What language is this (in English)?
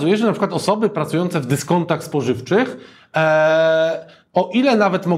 Polish